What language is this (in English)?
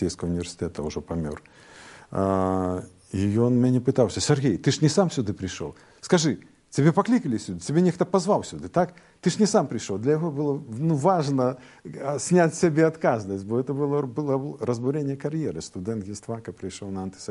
Belarusian